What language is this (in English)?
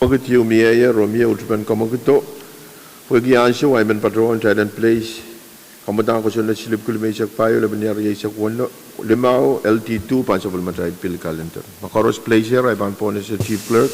Pohnpeian